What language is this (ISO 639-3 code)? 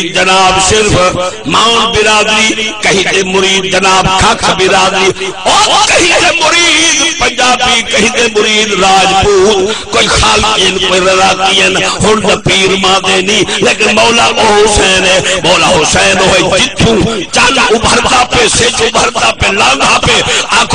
skr